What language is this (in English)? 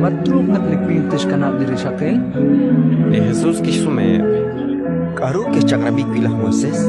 Kekchí